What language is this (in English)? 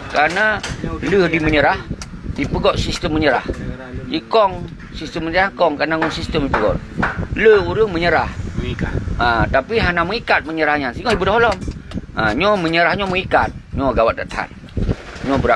Achinese